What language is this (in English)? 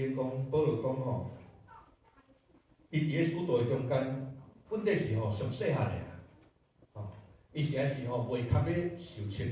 Min Nan Chinese